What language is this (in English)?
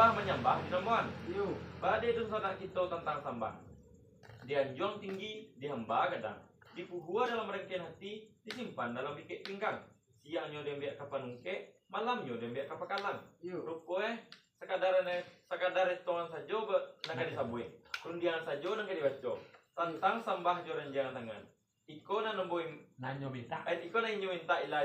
Minangkabau